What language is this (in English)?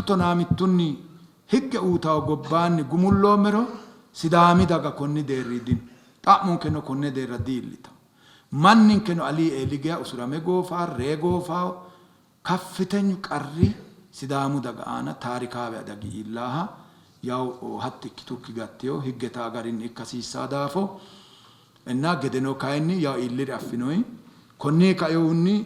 Sidamo